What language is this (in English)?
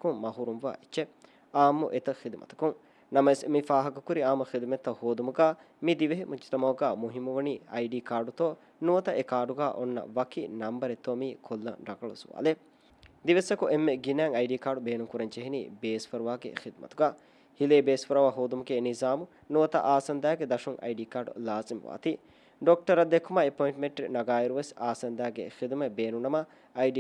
Divehi